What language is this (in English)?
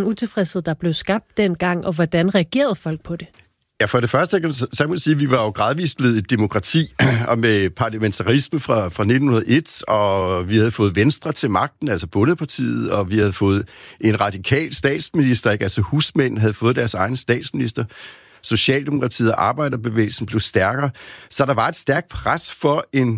Danish